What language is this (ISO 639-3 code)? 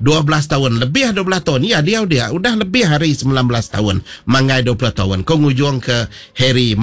iba